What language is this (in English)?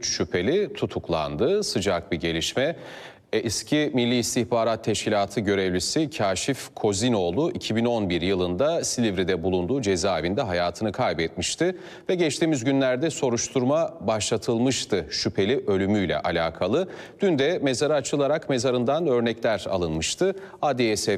Turkish